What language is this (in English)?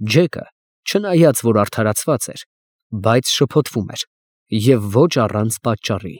Armenian